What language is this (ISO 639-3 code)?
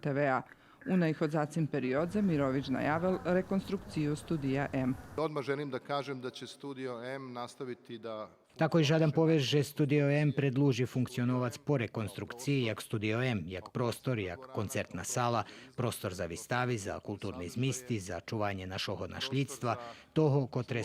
rue